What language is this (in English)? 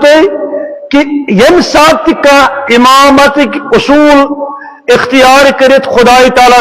Kashmiri